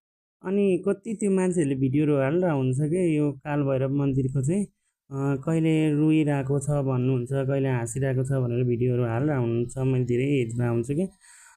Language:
Nepali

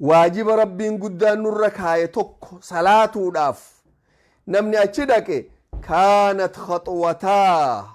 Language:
Oromo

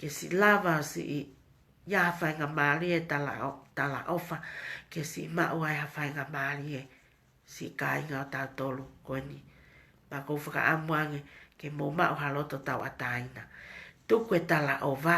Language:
Tongan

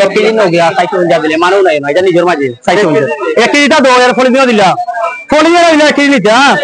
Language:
Sylheti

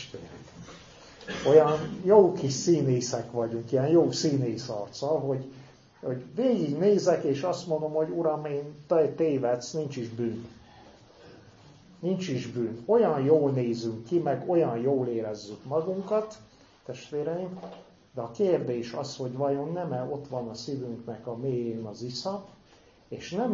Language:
Hungarian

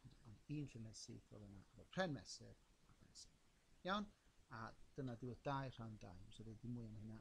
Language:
Welsh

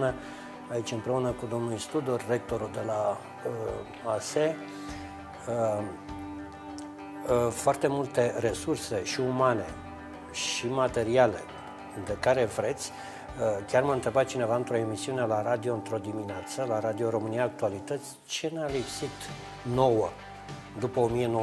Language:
Romanian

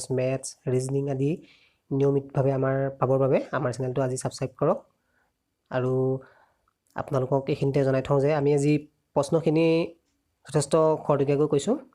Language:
Assamese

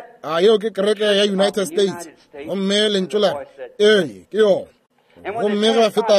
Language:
Northern Sotho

